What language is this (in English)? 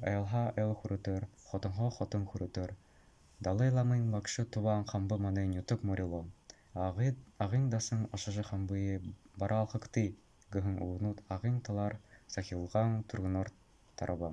Buriat